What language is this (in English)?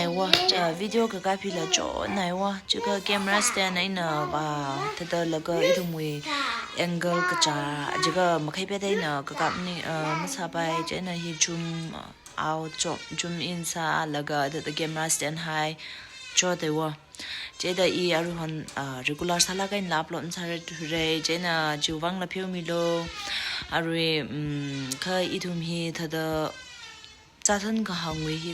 Tangkhul Naga (India)